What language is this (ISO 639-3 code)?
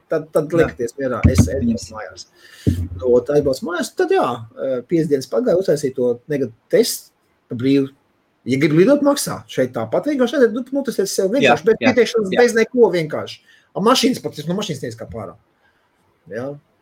lav